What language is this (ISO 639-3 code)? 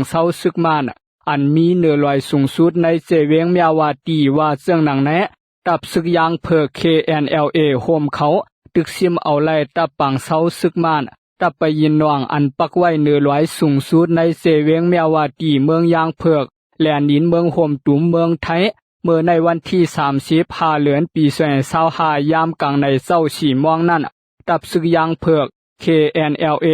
shn